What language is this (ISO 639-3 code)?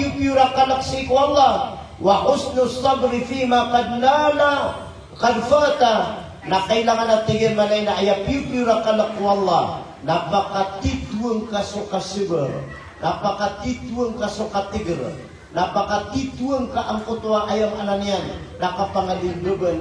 mrw